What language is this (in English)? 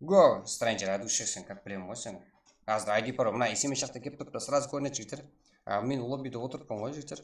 Kara-Kalpak